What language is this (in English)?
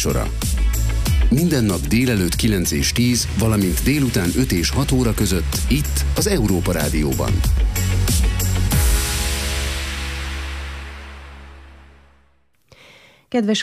Hungarian